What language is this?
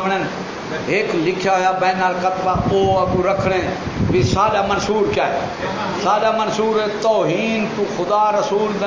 Saraiki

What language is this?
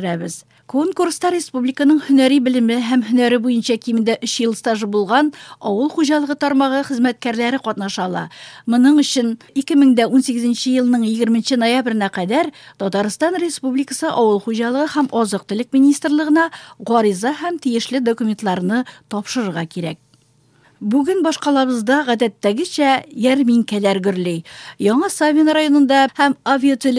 Tatar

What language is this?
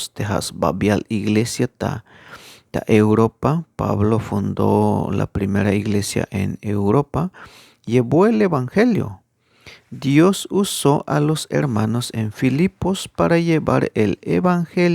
Tzeltal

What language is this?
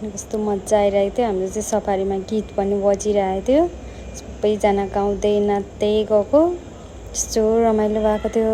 Nepali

